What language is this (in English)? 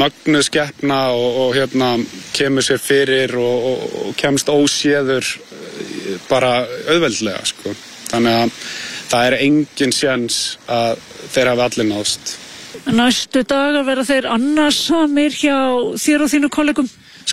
Icelandic